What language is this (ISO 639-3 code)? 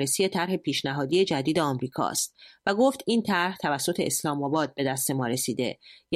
fas